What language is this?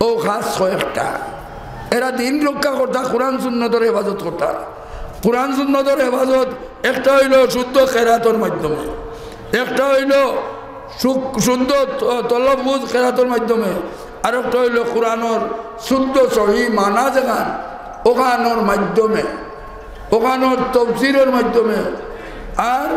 Sylheti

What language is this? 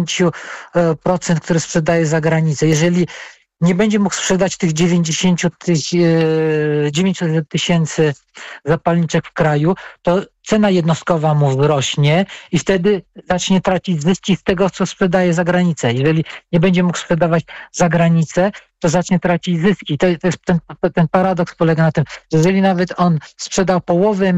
Polish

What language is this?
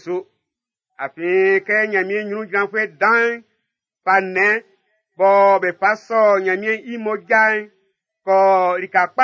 Baoulé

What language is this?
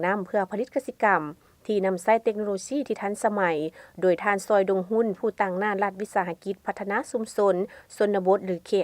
Lao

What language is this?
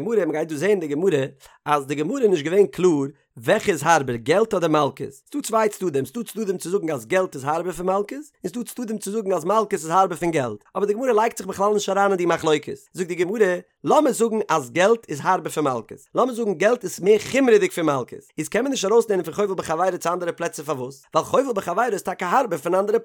Yiddish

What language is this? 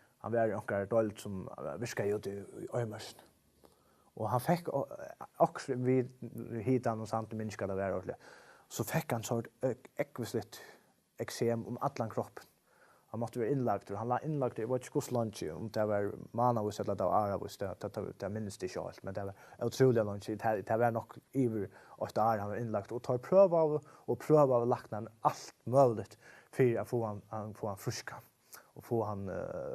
Faroese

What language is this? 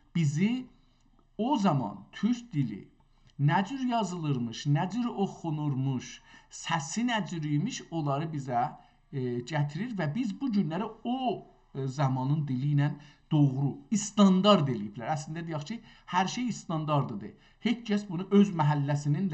South Azerbaijani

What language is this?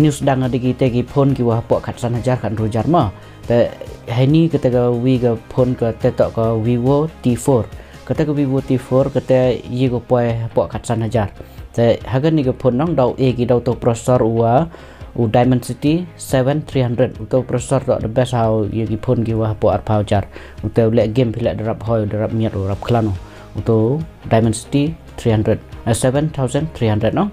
Khasi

